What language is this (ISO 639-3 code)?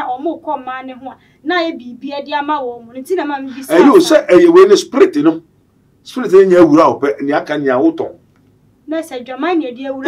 aka